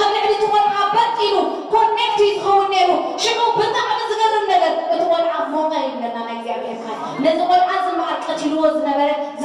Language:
Tigrinya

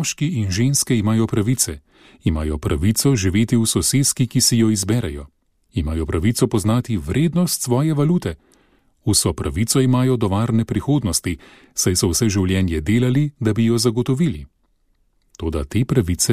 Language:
Slovenian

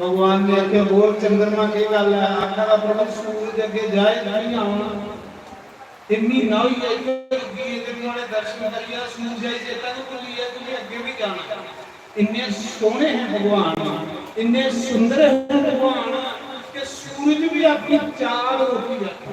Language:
Dogri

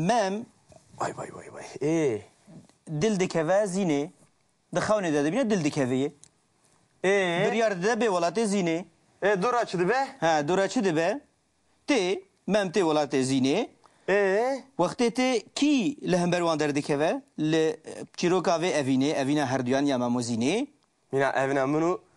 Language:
Kurdish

